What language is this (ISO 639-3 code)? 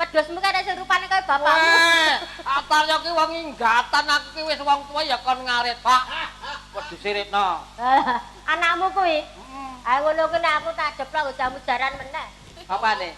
jav